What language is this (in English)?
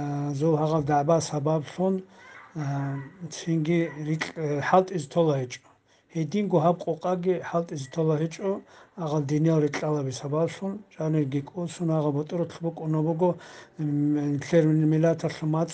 Avaric